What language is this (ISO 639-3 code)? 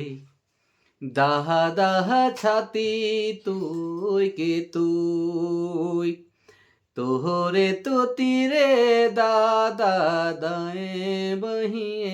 sck